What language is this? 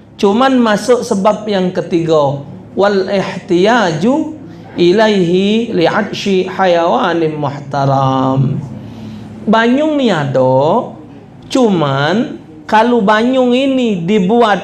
Musi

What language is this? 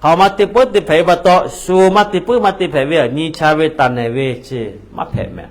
Lahu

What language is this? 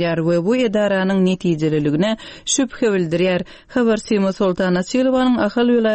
Turkmen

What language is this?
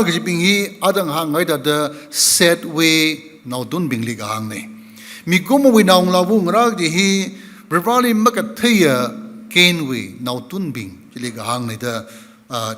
Tangkhul Naga (India)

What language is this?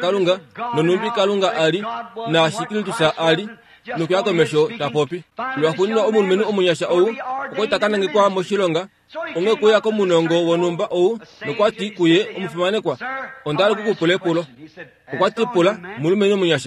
Kuanyama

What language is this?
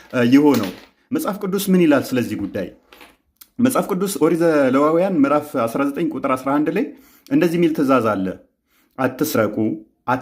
Amharic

